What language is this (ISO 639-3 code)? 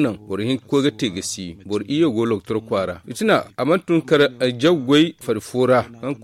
dje